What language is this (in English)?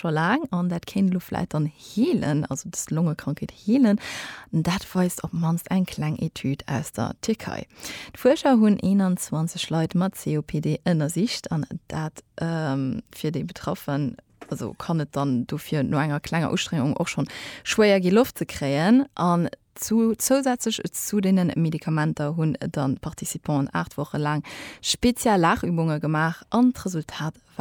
Luxembourgish